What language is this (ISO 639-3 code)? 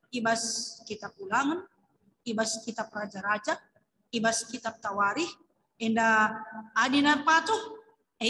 btx